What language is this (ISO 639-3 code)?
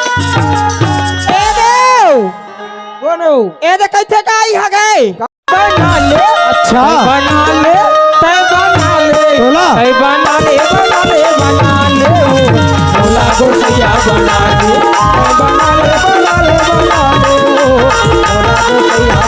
hne